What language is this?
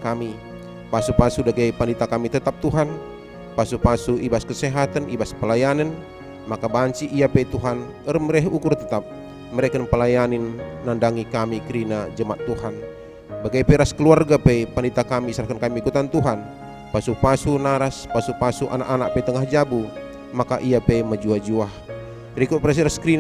Batak Karo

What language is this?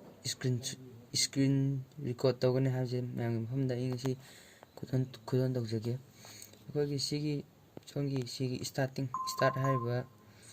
Manipuri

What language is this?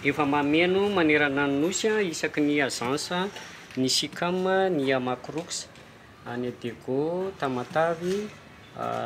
Malagasy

